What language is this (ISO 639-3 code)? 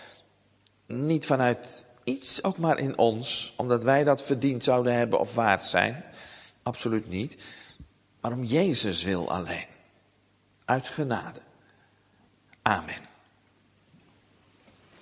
nld